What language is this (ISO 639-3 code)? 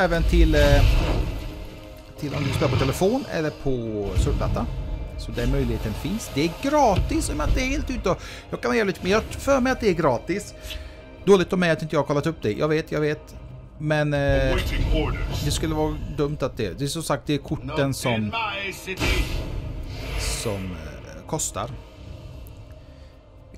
swe